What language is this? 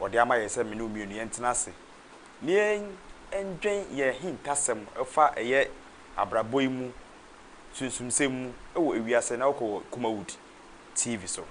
Akan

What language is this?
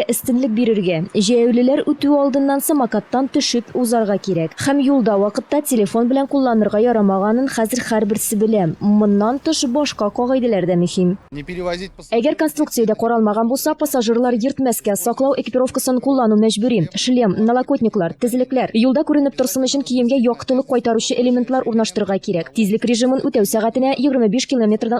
Tatar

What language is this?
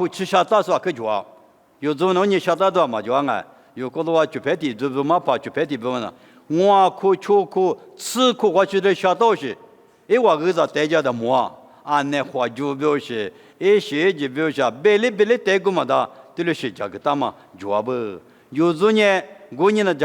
Lisu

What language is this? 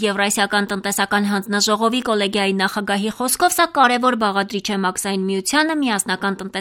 Armenian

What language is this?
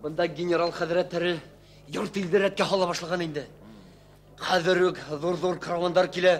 Bashkir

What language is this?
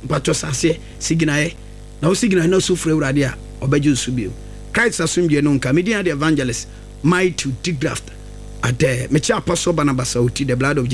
Akan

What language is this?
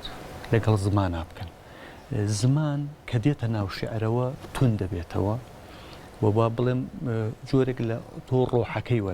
Central Kurdish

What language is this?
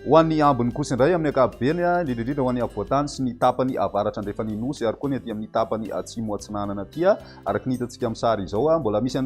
Malagasy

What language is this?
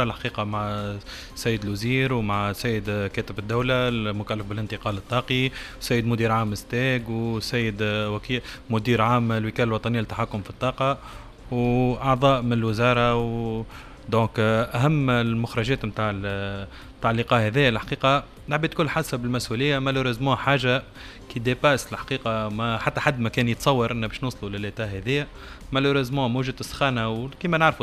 Tunisian Arabic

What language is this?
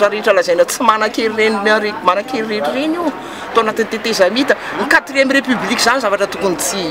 Malagasy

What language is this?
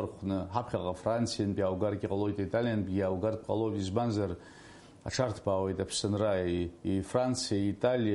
Abkhazian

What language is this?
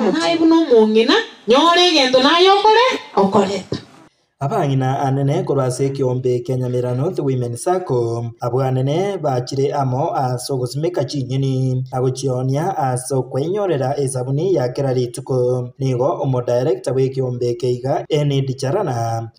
Gusii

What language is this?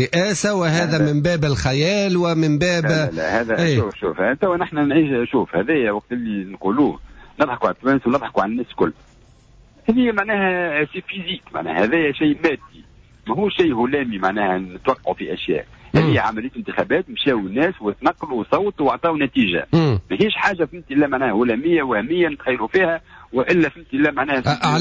Tunisian Arabic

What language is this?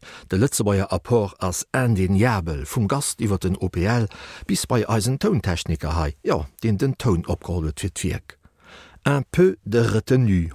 Luxembourgish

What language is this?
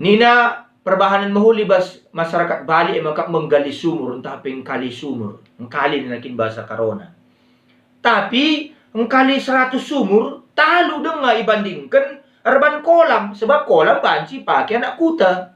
Batak Karo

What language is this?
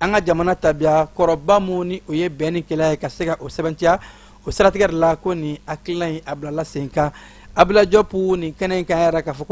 Bambara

